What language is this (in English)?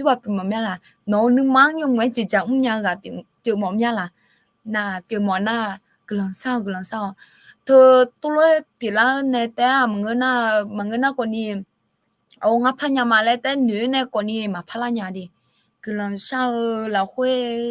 Akha